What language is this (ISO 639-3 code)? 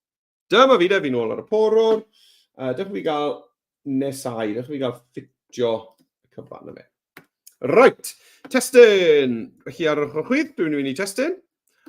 cym